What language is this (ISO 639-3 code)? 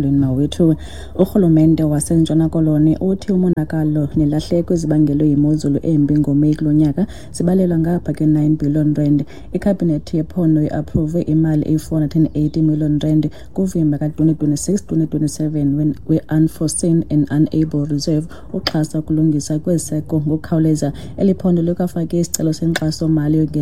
xho